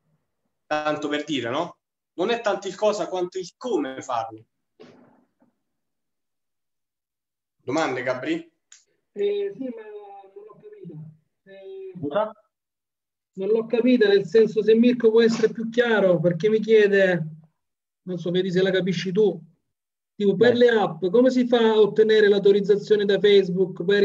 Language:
Italian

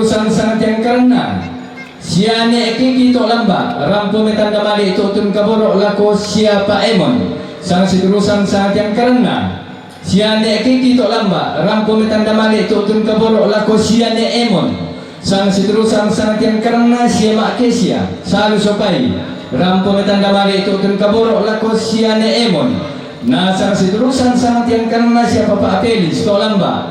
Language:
Toraja-Sa'dan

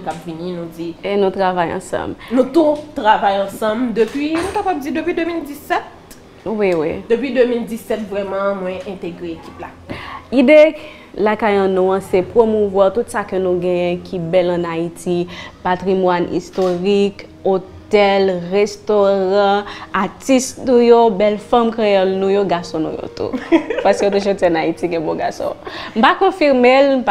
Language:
Haitian Creole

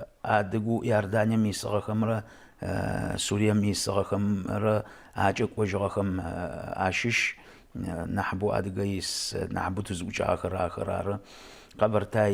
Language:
Adyghe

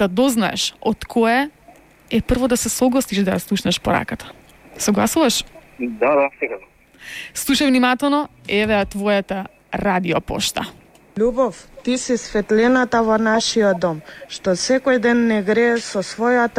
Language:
Macedonian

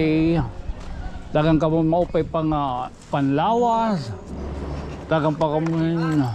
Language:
Waray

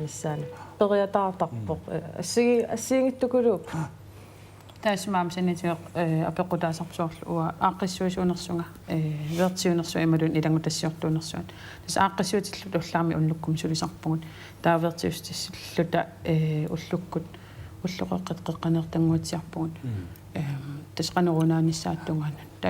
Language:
Kalaallisut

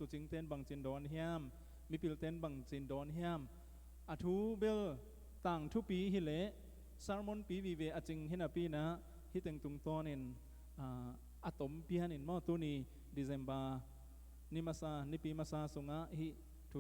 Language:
Tedim Chin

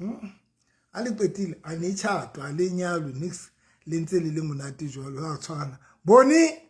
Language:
Southern Sotho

